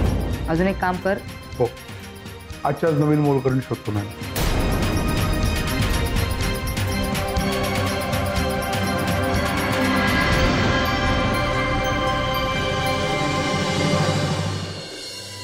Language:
Marathi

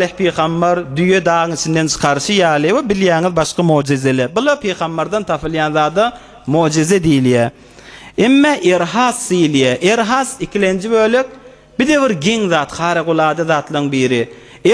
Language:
Turkmen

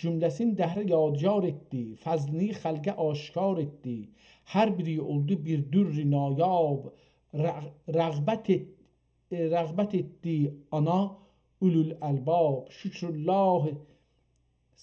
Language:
South Azerbaijani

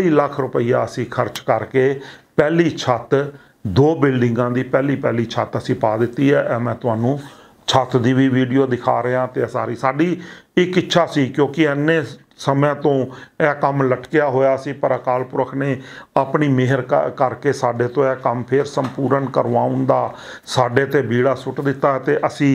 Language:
Punjabi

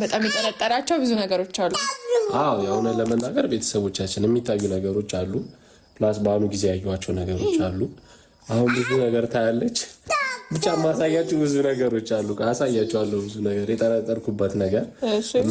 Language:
Amharic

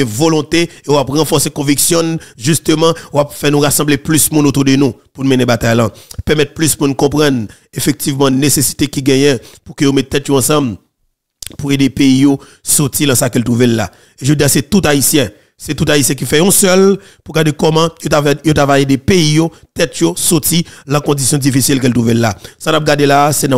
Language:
Haitian Creole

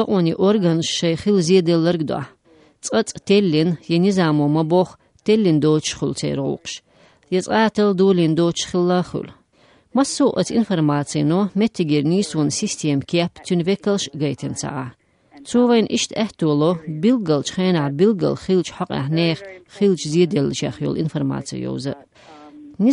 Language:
Chechen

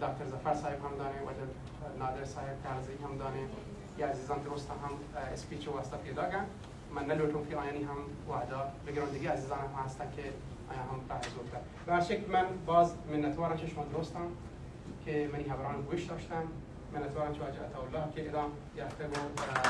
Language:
Baluchi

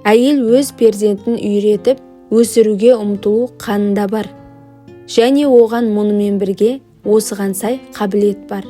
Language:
Kazakh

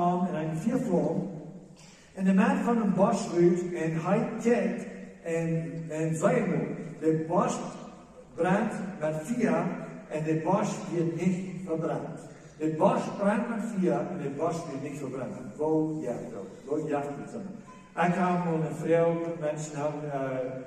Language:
Plautdietsch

